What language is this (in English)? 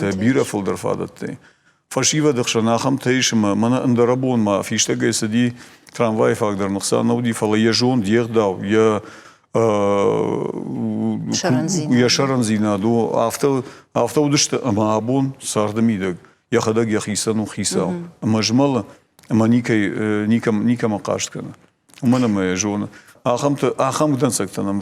Ossetic